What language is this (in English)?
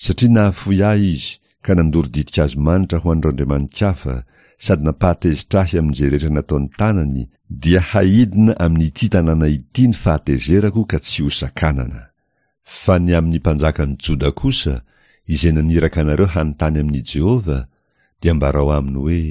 Malagasy